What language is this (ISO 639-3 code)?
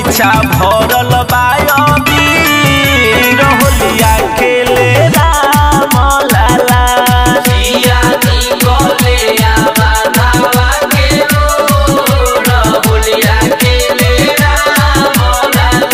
bho